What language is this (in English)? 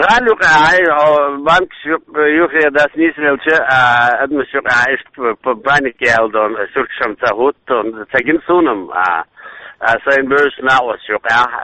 Chechen